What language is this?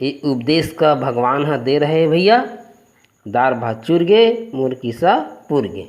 Chhattisgarhi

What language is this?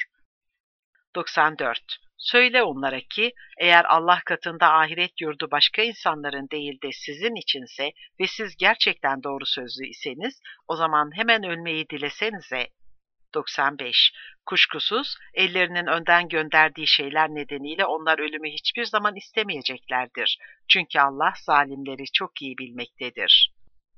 Turkish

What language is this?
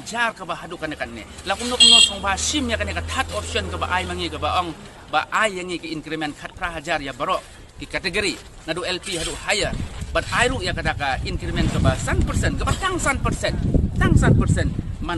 Khasi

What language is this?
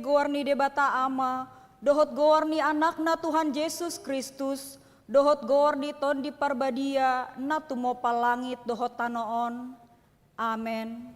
Batak Toba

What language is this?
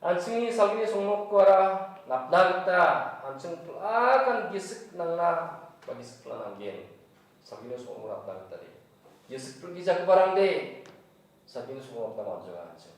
Garo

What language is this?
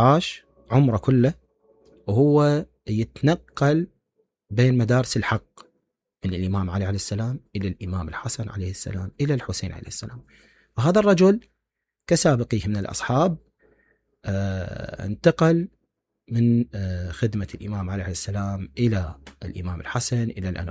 Mesopotamian Arabic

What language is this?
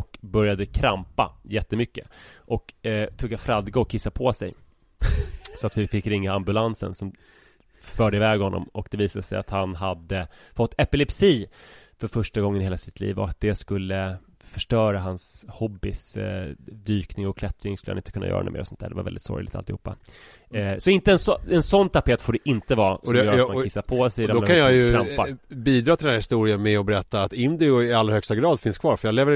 Swedish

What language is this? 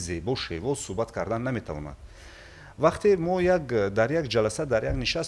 Tajik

